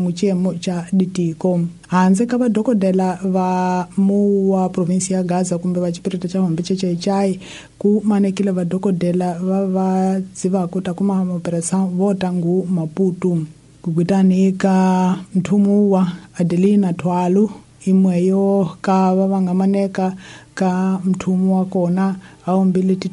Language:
Tsonga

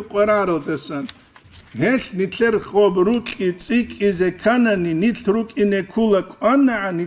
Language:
Avaric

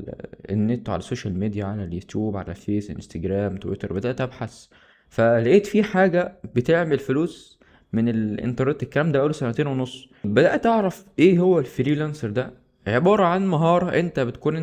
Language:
Egyptian Arabic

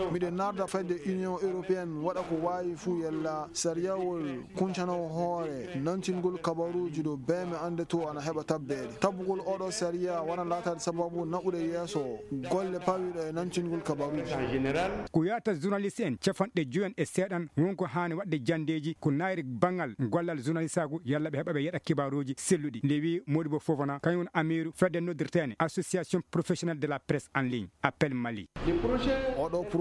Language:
Fula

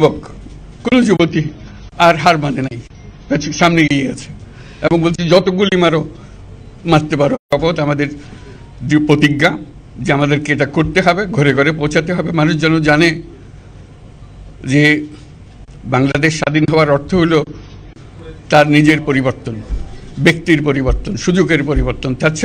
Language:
Bangla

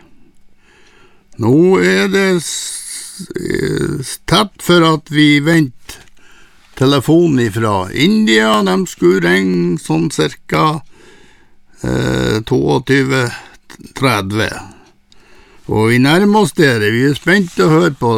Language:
Norwegian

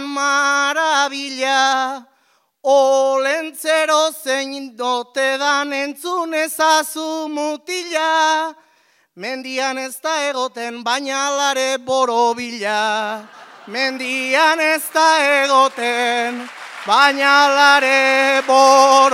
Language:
Basque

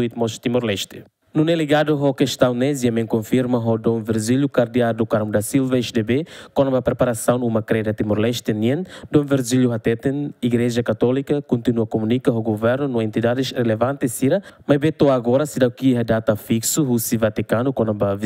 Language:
Tetum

